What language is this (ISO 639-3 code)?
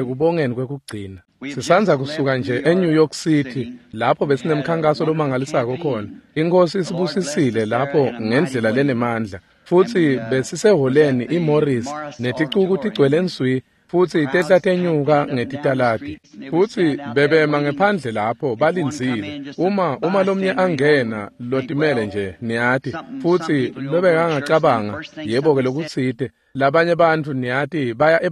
ssw